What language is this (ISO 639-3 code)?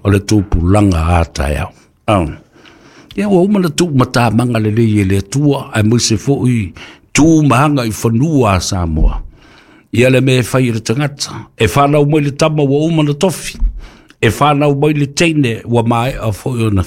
smo